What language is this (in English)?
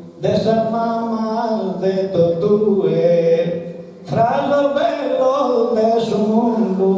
Sardinian